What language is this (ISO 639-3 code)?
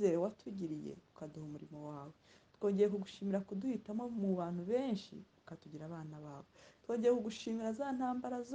kin